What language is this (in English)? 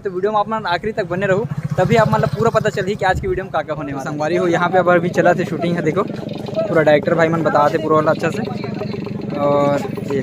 Chhattisgarhi